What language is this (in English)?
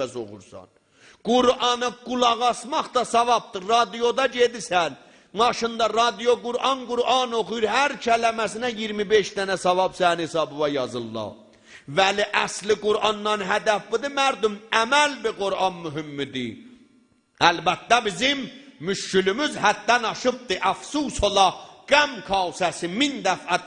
South Azerbaijani